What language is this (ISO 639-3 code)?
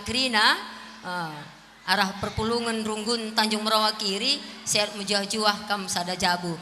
btx